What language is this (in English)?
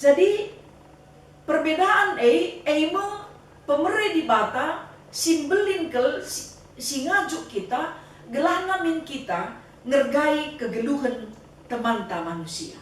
Batak Karo